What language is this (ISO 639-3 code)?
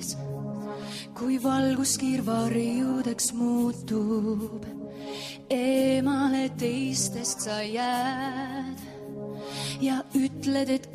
est